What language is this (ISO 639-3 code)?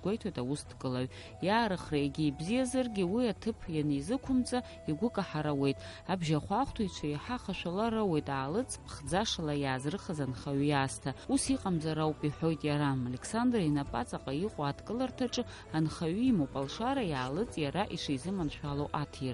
abk